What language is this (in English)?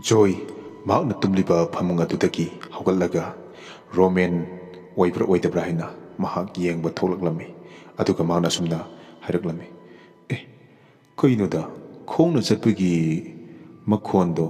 Manipuri